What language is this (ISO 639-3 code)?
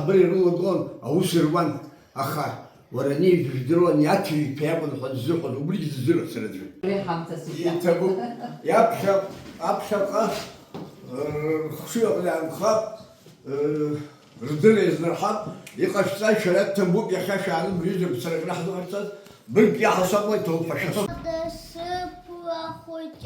abk